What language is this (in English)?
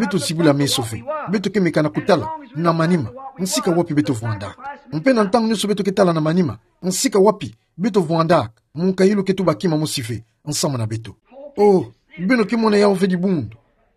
Kituba (Democratic Republic of Congo)